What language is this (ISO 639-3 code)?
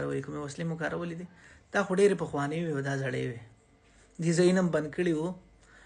pus